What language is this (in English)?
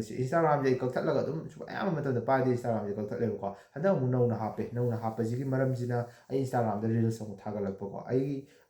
Manipuri